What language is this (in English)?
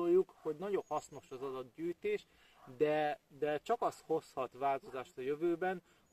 Hungarian